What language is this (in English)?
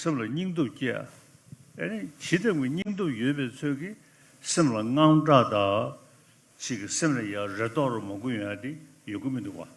Ladakhi